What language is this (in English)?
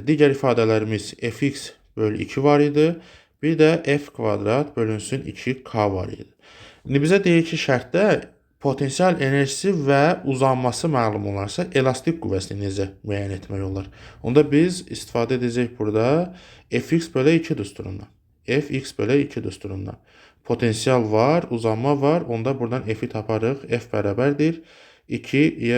Azerbaijani